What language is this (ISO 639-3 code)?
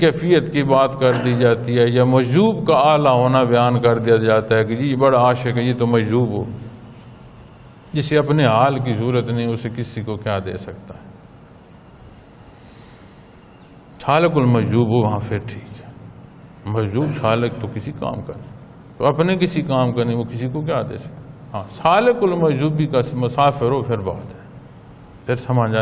urd